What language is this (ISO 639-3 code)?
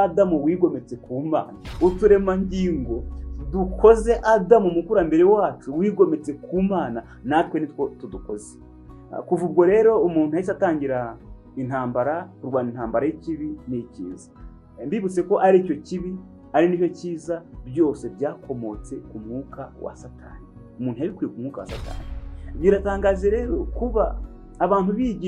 kin